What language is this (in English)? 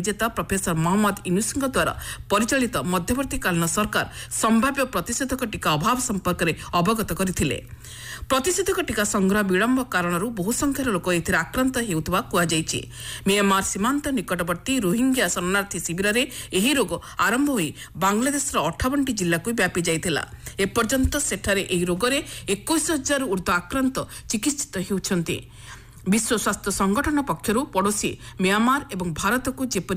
Odia